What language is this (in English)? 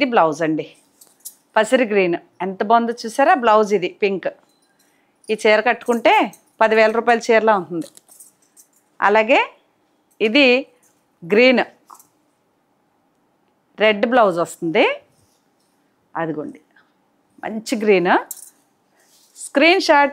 Telugu